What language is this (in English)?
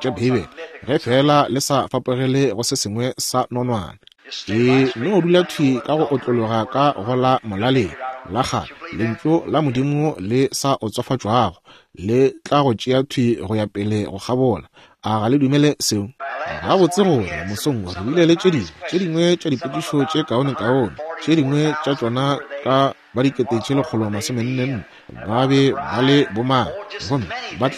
Northern Sotho